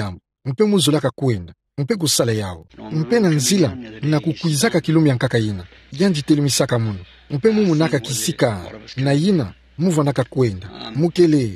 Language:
Kituba (Democratic Republic of Congo)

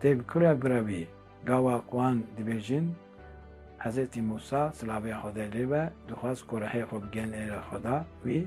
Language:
Kurdish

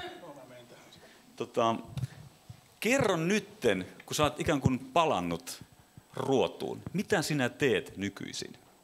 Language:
Finnish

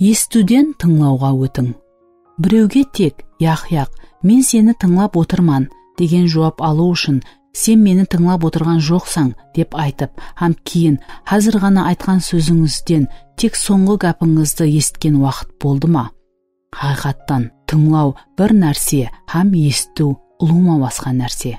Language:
Kara-Kalpak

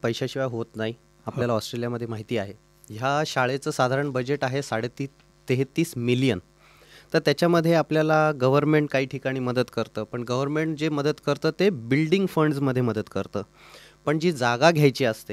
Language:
Marathi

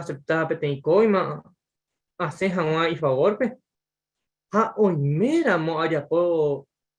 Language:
Guarani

